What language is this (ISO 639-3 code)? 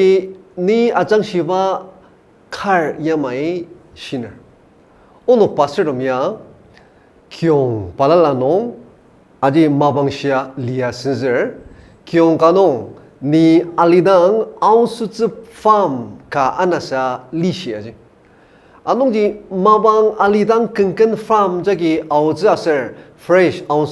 njo